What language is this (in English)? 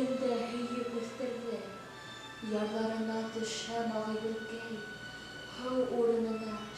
Bashkir